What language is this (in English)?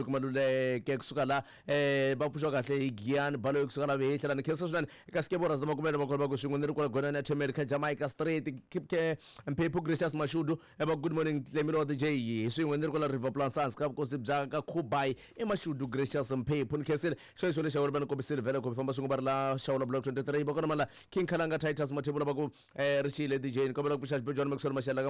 Tsonga